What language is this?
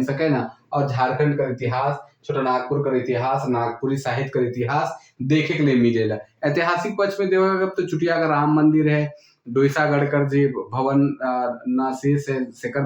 Sadri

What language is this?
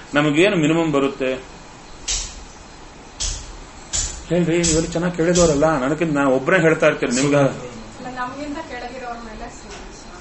Kannada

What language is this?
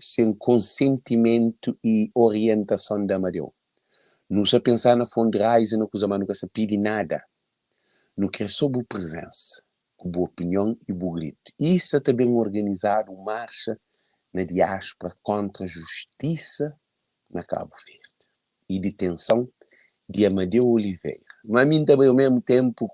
Kabuverdianu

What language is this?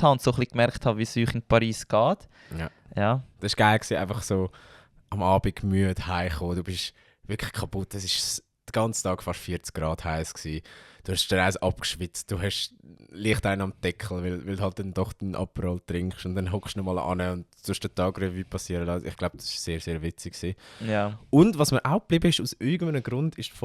Swiss German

